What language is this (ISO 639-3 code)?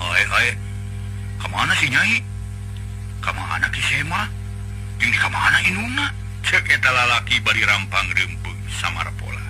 sun